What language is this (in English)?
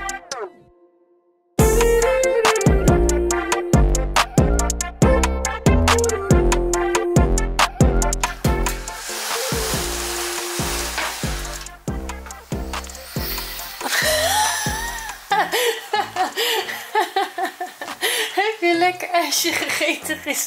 Dutch